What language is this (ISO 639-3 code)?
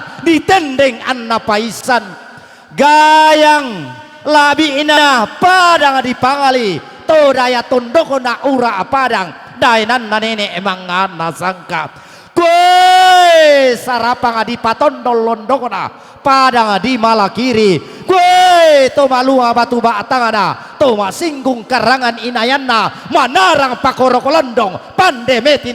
sda